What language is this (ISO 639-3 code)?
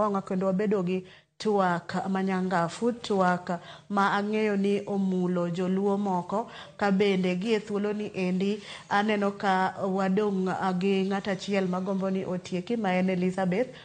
luo